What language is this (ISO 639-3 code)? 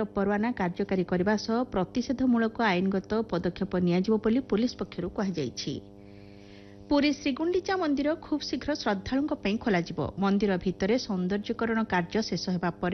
ori